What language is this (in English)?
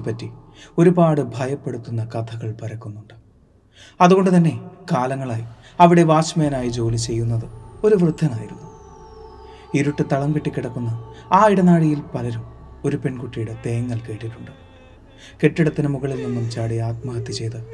Malayalam